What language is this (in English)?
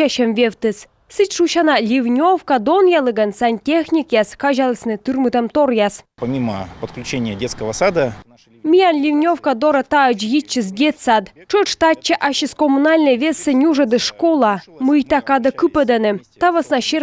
Komi